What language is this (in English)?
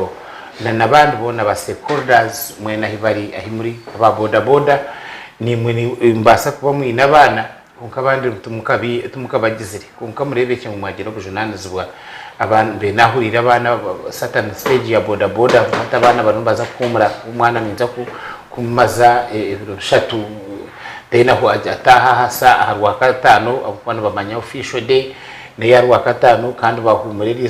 Nyankole